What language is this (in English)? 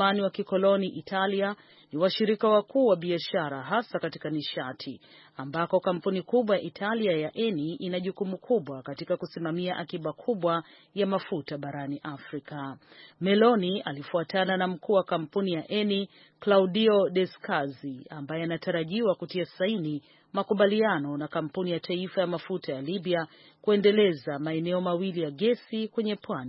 Swahili